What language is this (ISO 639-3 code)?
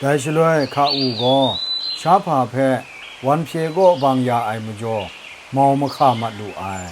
kac